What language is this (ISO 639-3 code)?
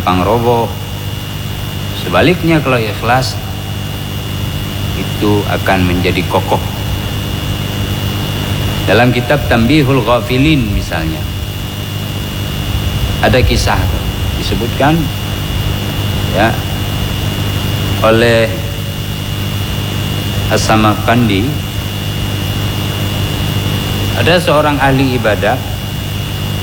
ind